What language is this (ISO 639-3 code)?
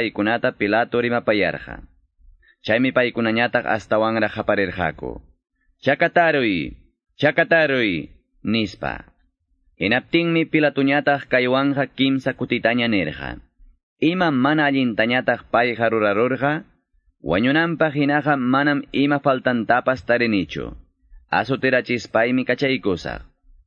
que